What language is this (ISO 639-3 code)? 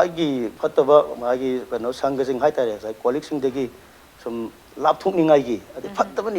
mni